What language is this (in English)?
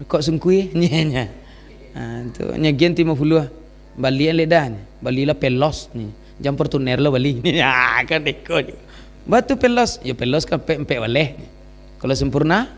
Minangkabau